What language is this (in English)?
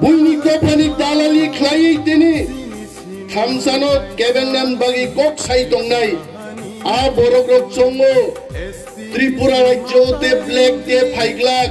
Kok Borok